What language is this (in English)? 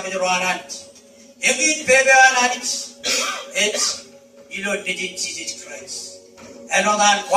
Marshallese